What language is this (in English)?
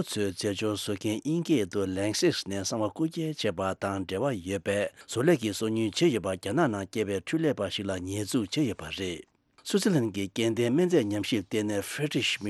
Tibetan